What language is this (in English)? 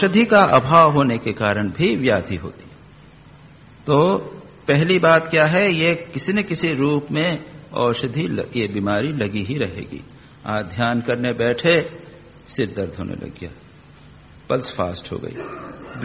Hindi